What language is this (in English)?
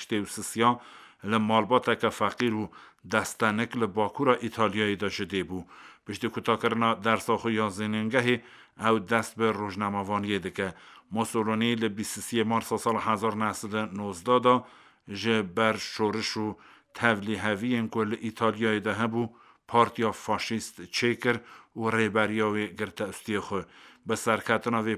Kurdish